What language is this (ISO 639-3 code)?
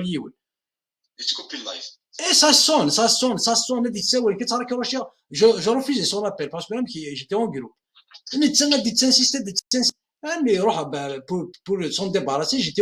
kab